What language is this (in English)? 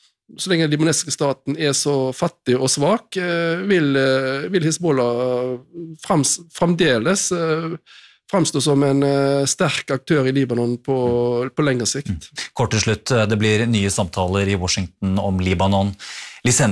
Norwegian